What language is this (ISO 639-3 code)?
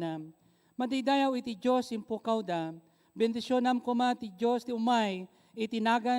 ilo